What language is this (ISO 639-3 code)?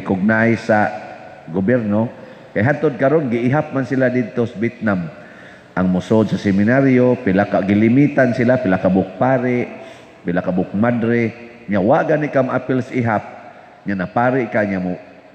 ceb